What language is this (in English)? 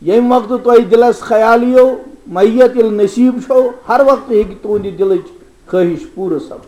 Kashmiri